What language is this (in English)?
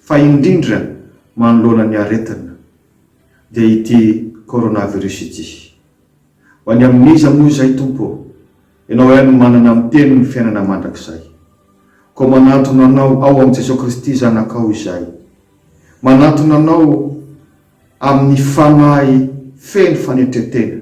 Malagasy